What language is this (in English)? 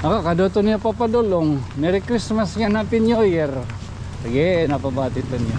Waray